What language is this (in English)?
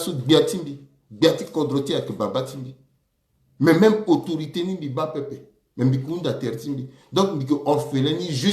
Sango